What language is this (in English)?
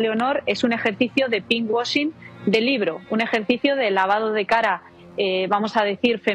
Spanish